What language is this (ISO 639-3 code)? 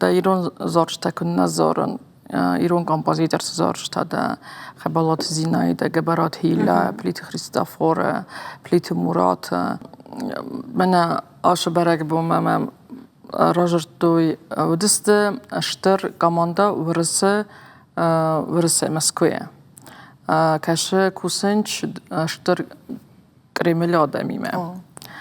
oss